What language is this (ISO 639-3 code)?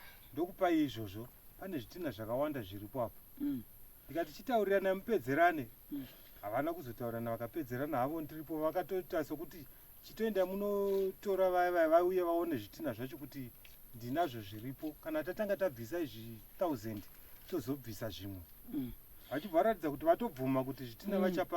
sna